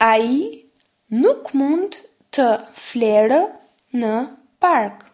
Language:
Albanian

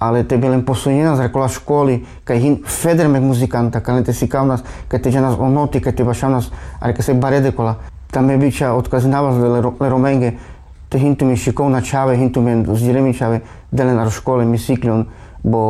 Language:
Carpathian Romani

